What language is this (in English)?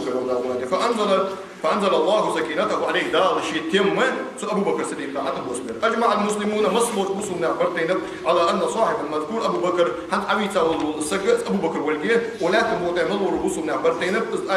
Ingush